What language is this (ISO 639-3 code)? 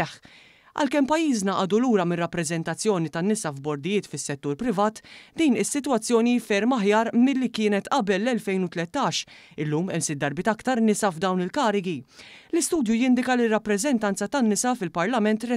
mlt